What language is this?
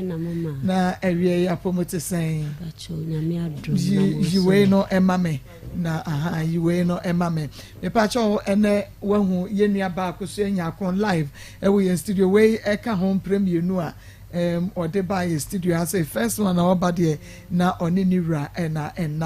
Akan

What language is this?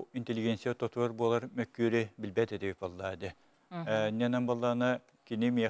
Yakut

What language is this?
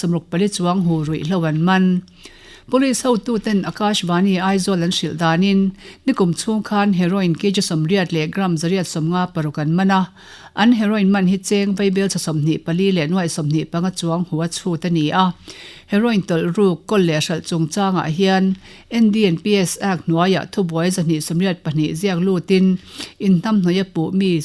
Mizo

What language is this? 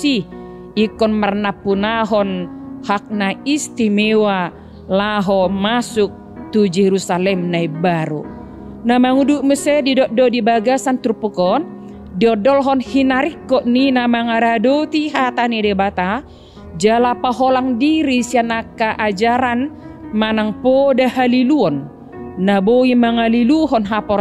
Batak Toba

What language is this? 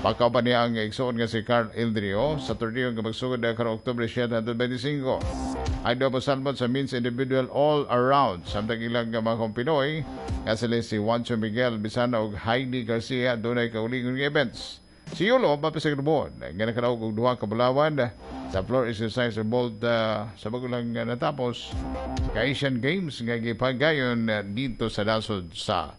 Cebuano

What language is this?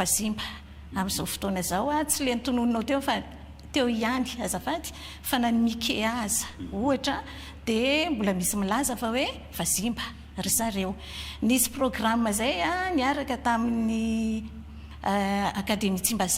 Malagasy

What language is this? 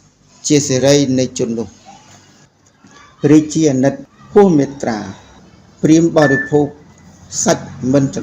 Khmer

